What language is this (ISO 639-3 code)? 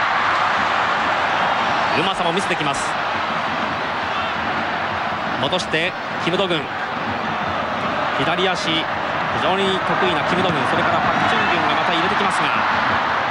jpn